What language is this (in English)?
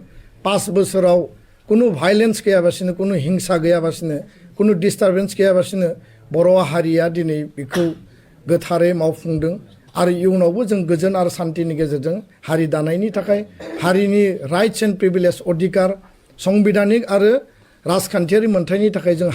Bodo